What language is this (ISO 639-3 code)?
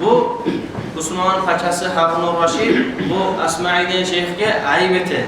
kum